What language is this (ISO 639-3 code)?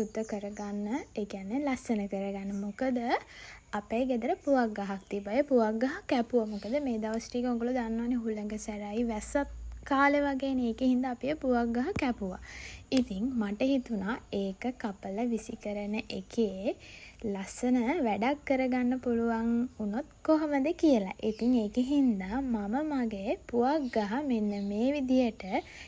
sin